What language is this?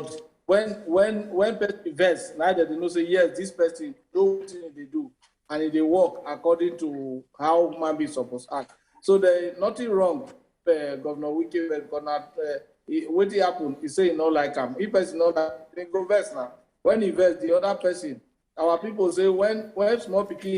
Nigerian Pidgin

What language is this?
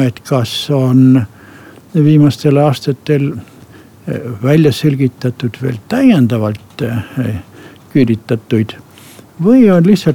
Estonian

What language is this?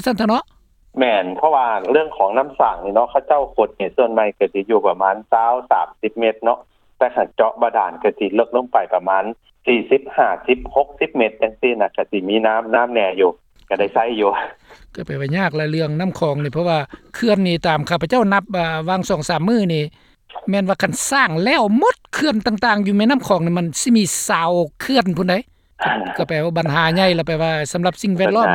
Lao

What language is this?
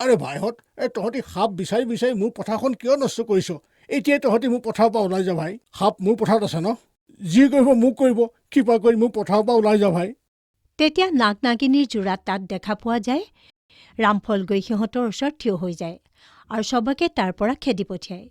Assamese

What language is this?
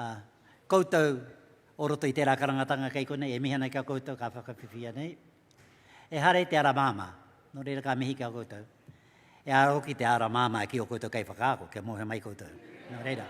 Māori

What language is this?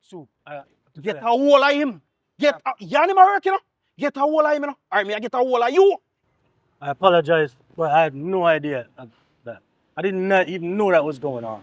Jamaican Creole English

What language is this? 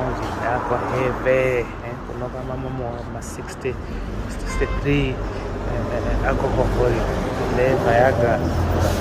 Nyanja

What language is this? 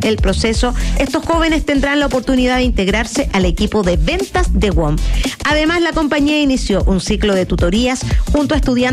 Spanish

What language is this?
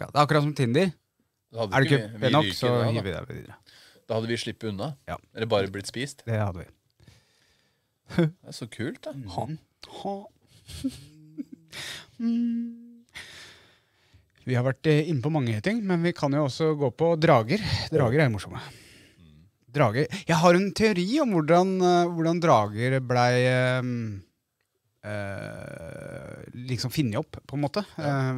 Norwegian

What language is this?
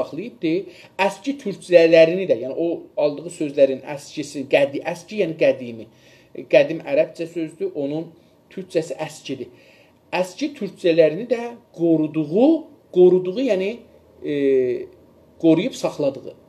South Azerbaijani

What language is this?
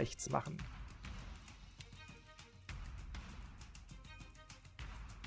German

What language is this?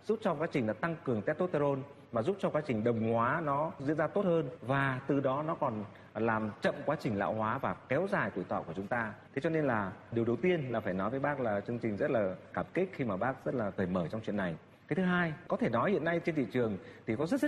Vietnamese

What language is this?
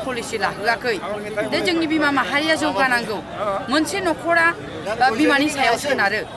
Bodo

